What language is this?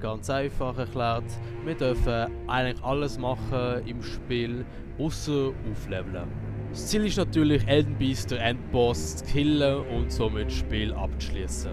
Swiss German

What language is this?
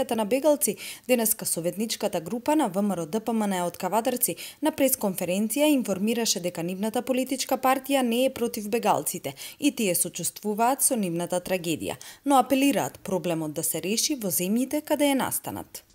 Macedonian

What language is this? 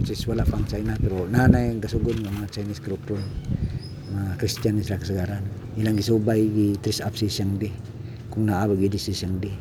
Cebuano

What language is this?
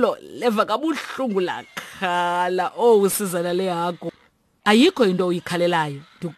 Xhosa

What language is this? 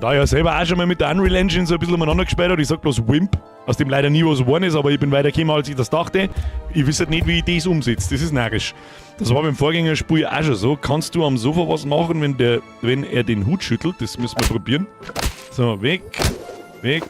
Bavarian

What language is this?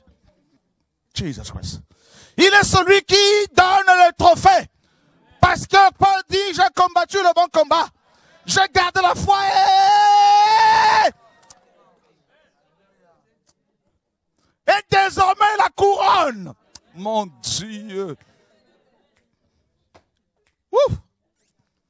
French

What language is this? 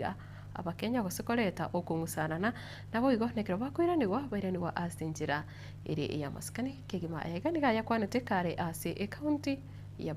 Gusii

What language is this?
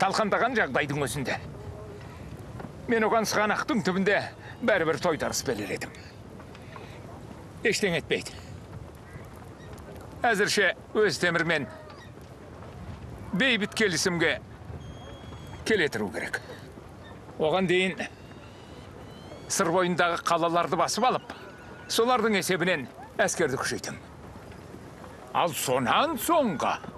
Kazakh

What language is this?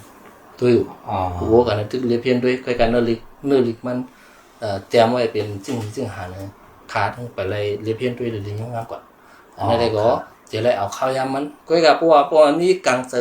Shan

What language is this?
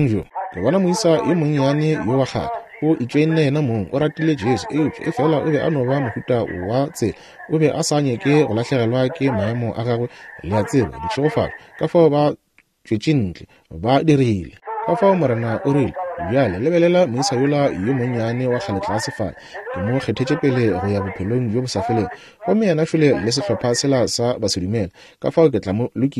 Northern Sotho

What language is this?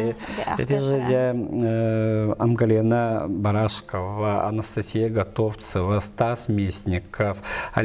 Yakut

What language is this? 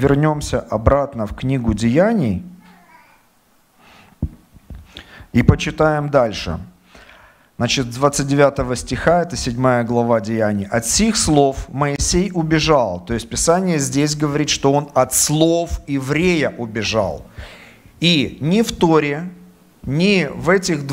Russian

